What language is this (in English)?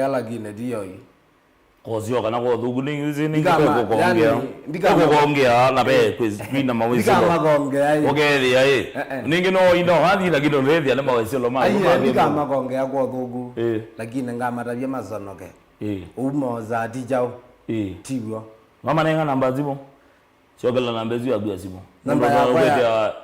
Kamba